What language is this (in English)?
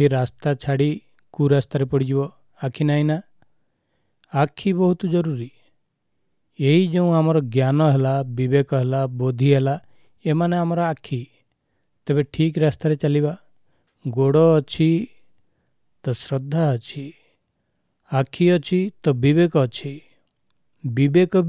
Odia